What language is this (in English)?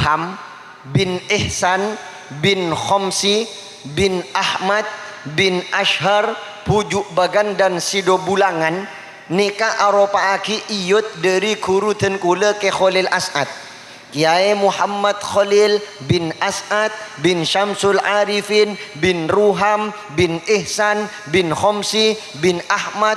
Madurese